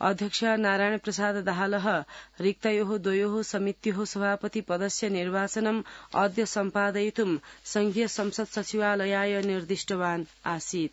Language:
Sanskrit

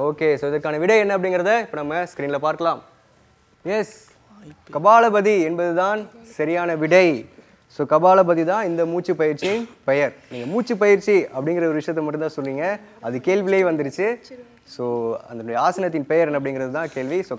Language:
Tamil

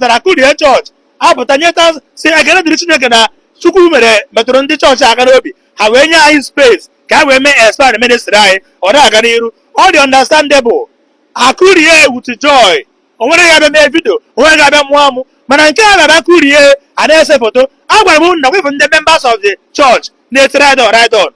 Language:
Igbo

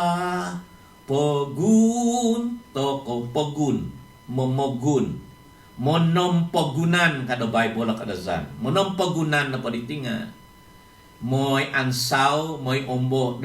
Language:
Central Dusun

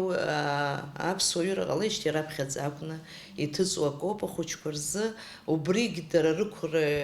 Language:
Abkhazian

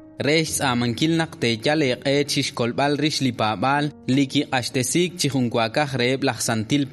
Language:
Kekchí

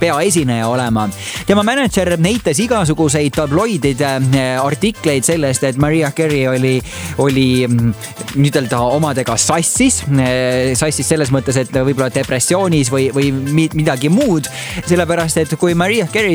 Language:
Estonian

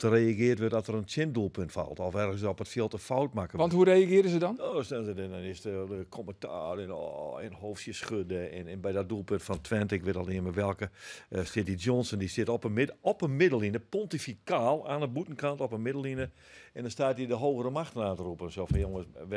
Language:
Western Frisian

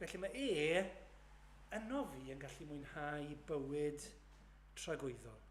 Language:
Welsh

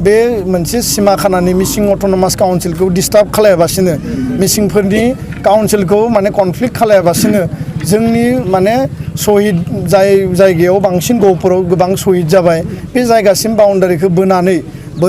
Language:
Bodo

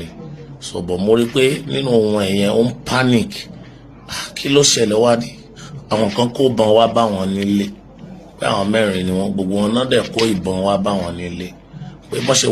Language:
Yoruba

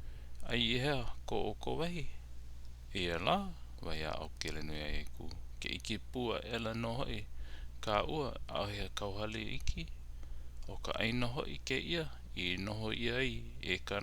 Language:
Hawaiian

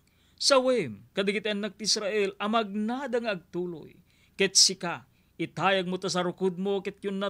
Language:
Iloko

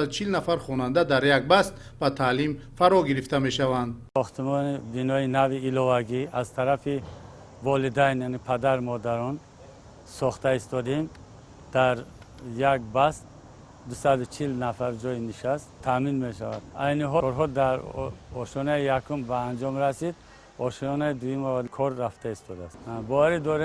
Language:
Tajik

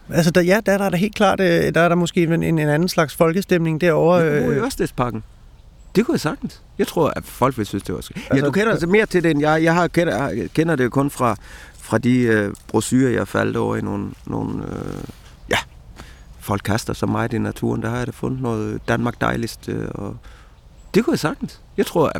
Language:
Danish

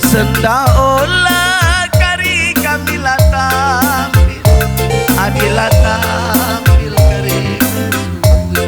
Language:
Batak Karo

